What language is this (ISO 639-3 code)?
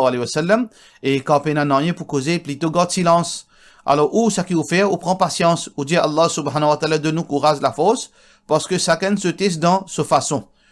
mfe